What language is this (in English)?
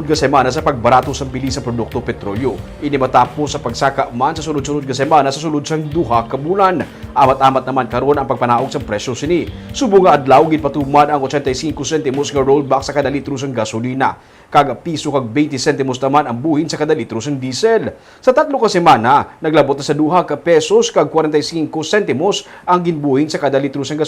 Hiligaynon